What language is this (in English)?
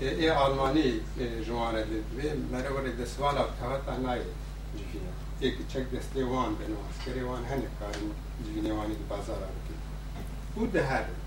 Kurdish